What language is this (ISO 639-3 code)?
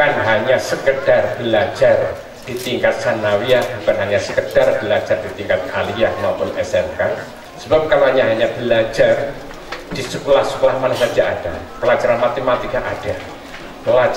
ind